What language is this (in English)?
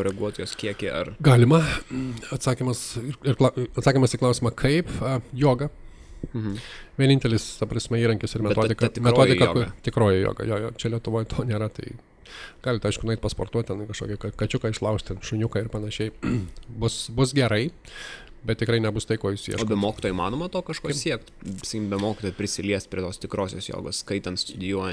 Lithuanian